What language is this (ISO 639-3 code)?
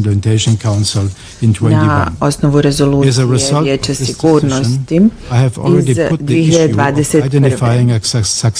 bos